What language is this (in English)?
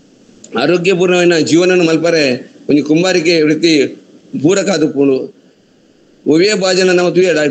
Tulu